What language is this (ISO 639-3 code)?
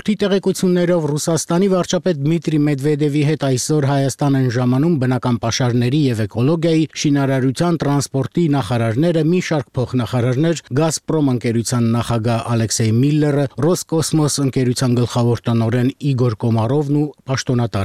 hye